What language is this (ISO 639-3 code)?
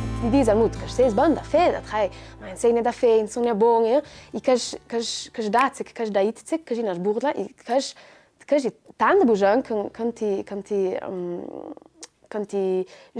lld